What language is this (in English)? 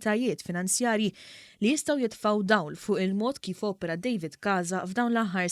Maltese